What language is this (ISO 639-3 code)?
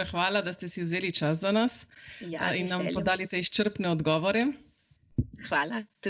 slv